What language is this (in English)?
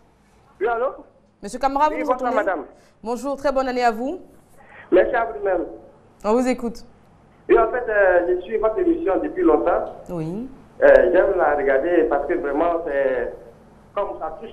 French